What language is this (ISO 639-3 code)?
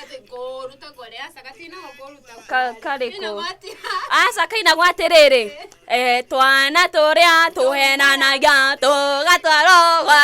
kik